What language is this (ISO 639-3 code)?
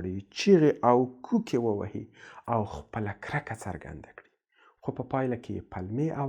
pus